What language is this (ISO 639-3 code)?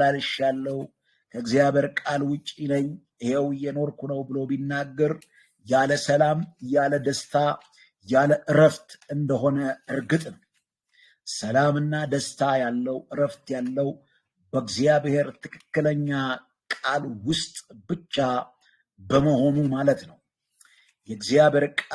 amh